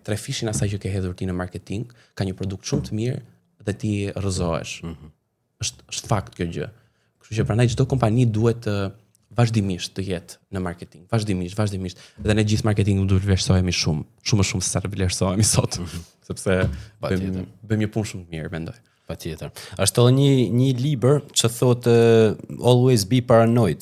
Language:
Albanian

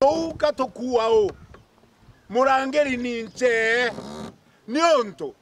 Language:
Meru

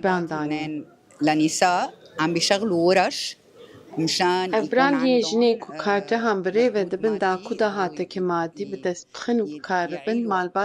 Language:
Kurdish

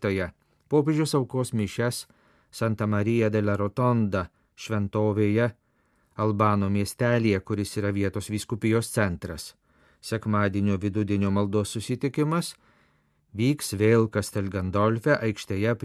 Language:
Lithuanian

